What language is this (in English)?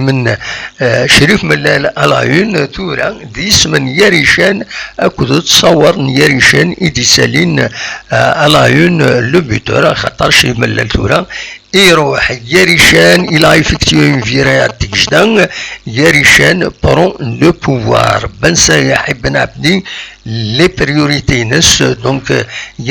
Kabyle